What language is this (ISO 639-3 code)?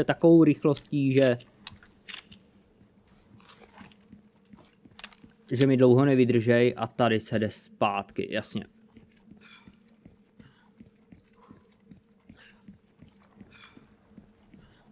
ces